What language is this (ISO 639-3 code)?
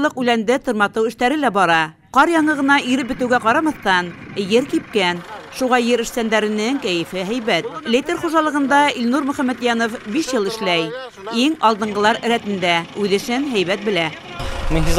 bak